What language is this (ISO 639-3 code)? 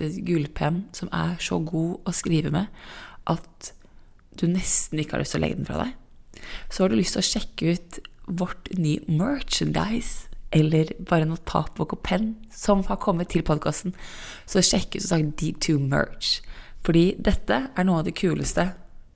nor